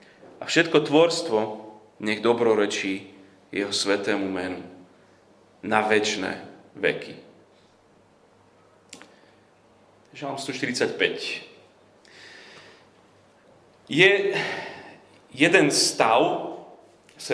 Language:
Slovak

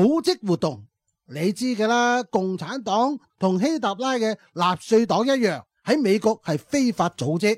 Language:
Cantonese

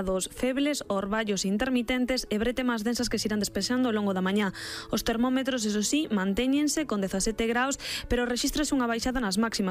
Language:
Galician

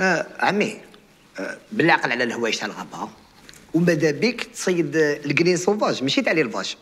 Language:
Algerian Arabic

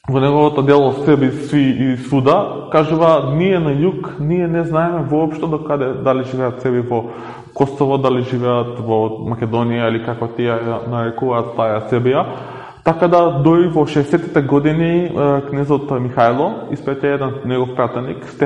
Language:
Macedonian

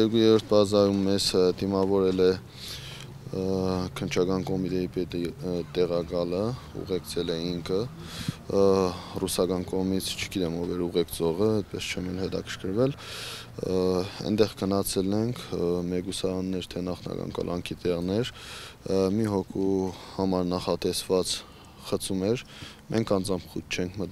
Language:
Armenian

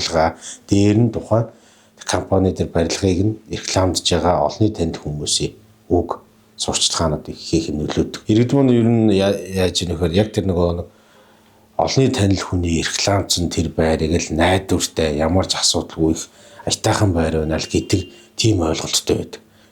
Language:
Mongolian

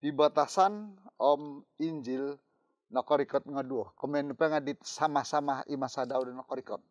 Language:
Central Dusun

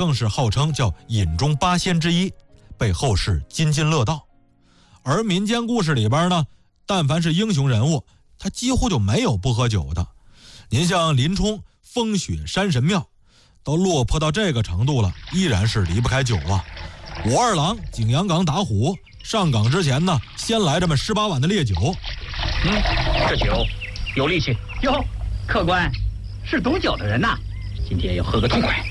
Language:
Chinese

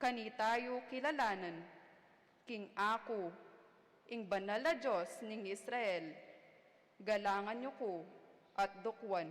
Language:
Pampanga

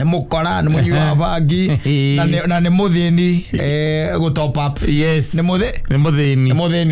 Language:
Kikuyu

